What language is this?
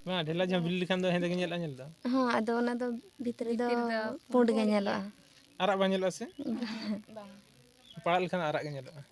Santali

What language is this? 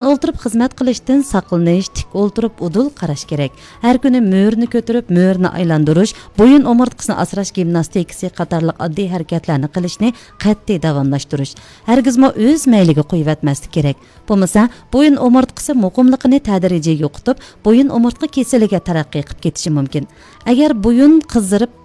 Uyghur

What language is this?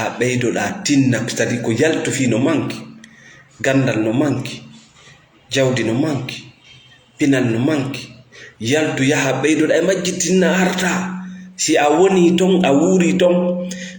Fula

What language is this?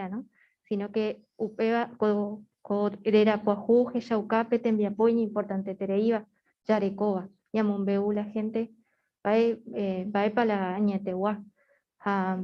Guarani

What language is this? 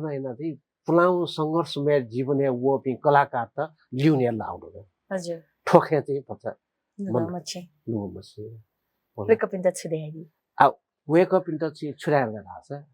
Newari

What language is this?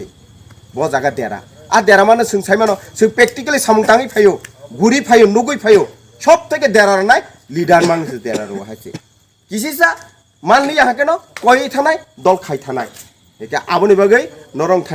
Kok Borok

